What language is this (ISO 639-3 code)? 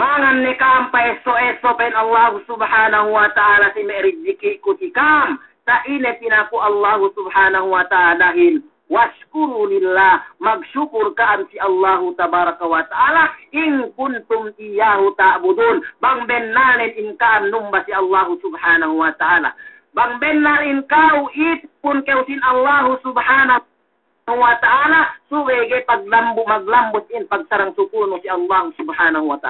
yka